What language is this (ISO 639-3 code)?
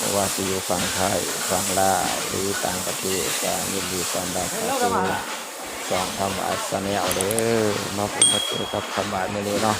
tts